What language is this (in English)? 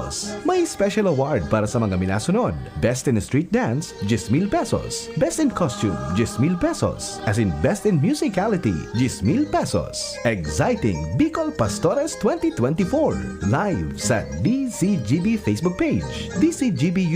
Bikol